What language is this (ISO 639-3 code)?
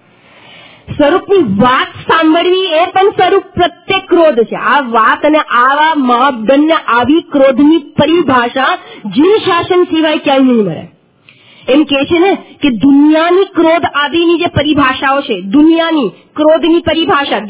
guj